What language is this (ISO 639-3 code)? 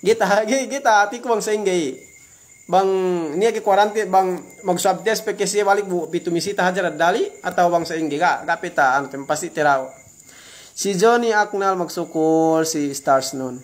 yka